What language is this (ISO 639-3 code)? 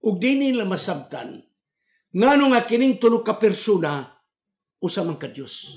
ceb